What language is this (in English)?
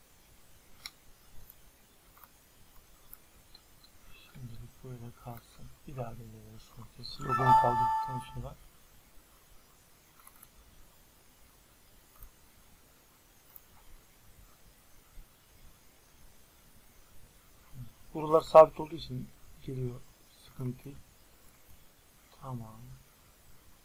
Turkish